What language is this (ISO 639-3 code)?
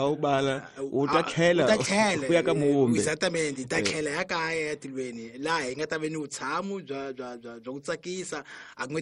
tso